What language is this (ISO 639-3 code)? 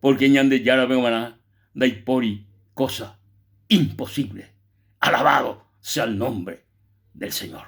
grn